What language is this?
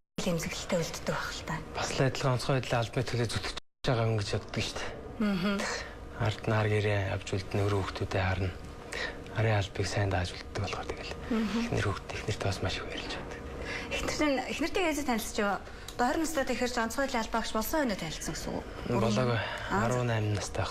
Mongolian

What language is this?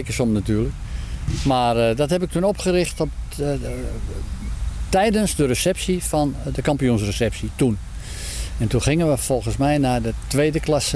Dutch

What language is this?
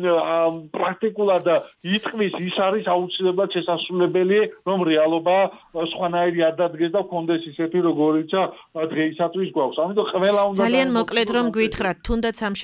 Georgian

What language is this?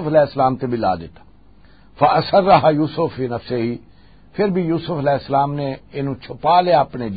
Western Panjabi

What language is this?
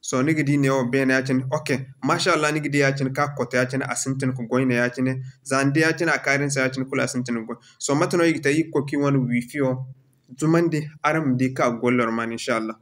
Zarma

